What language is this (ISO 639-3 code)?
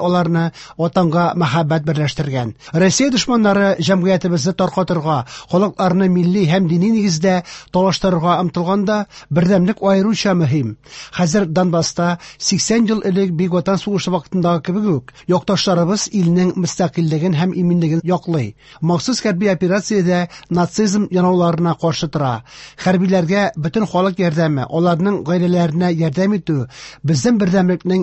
tat